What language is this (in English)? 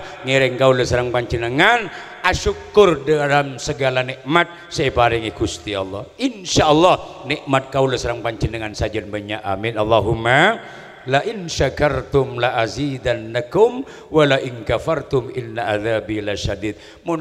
Madurese